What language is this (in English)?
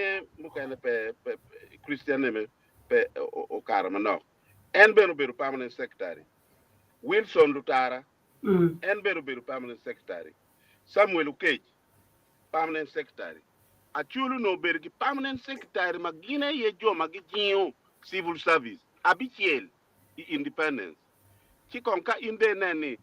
Acoli